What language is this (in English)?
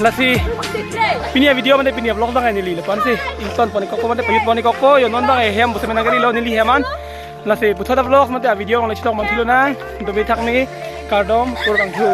Karbi